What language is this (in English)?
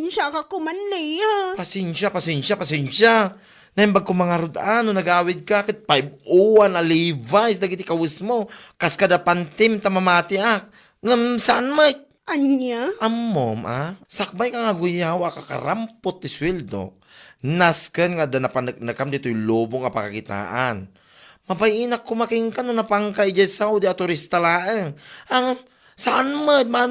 Iloko